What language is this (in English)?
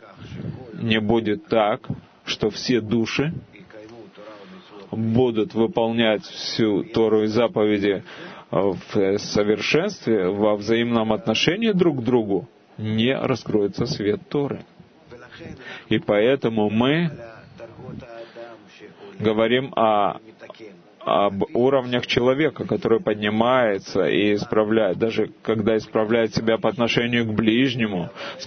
Russian